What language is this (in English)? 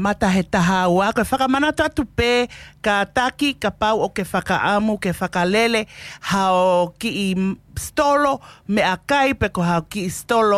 Tongan